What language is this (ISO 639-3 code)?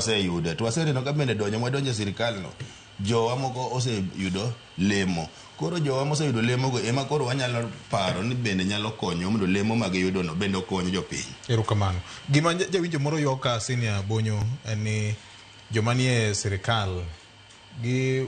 luo